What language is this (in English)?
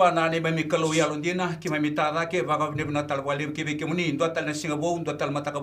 Fijian